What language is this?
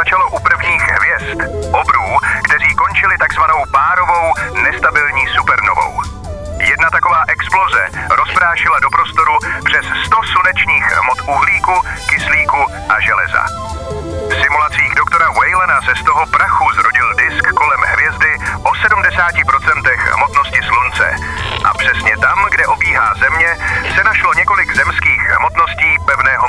Czech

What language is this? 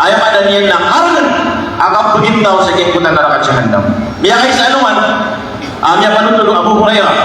Maranao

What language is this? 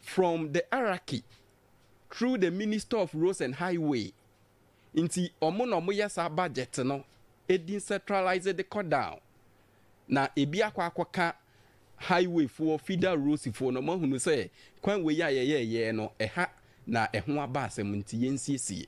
Akan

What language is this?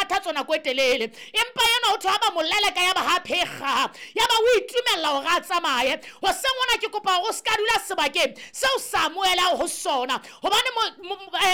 Southern Sotho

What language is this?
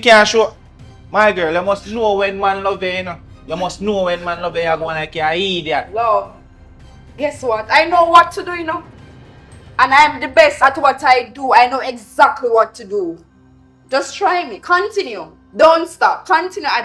Jamaican Creole English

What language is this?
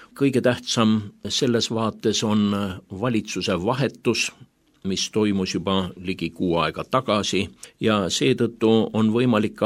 Estonian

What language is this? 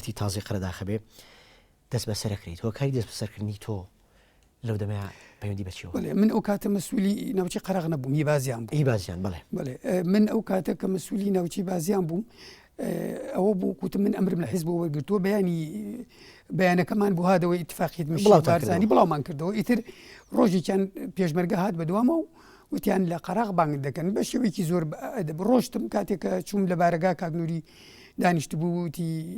Central Kurdish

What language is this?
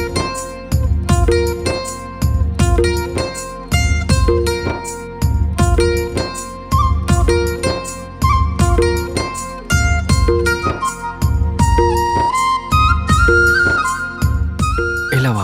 Chhattisgarhi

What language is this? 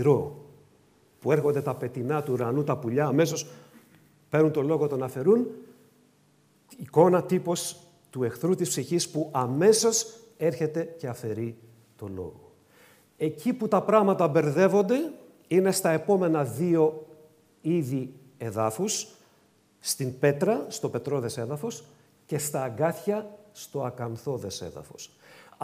Greek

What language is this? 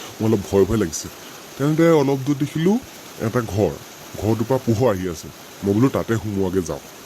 Assamese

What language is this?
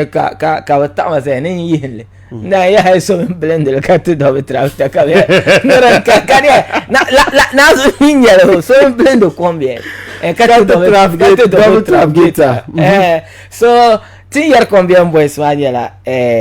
Dagbani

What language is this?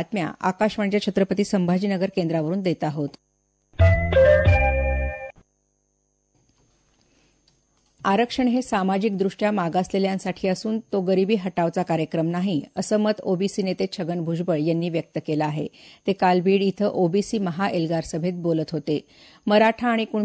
Marathi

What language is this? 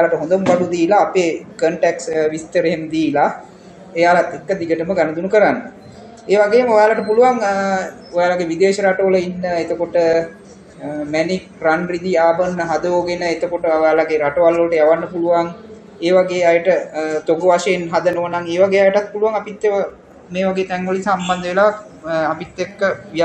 Sinhala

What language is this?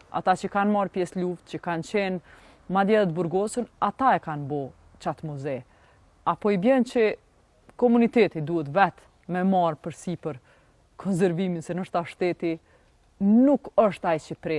Albanian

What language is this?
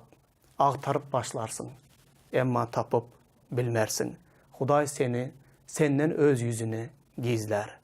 Turkmen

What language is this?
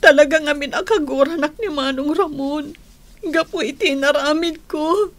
Iloko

